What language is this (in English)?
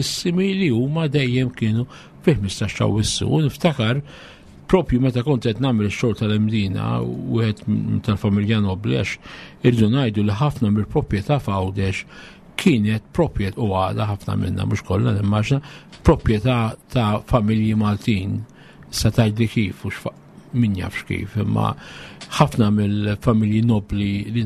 Maltese